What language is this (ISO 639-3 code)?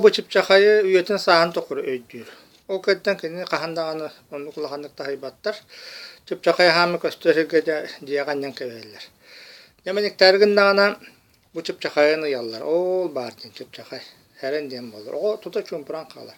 sah